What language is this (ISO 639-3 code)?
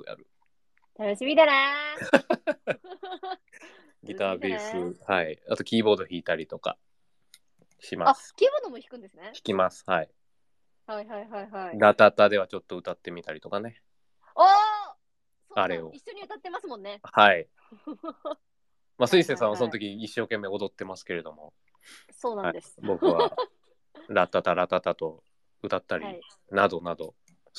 jpn